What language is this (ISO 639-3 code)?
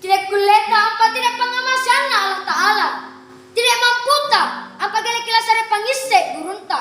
mak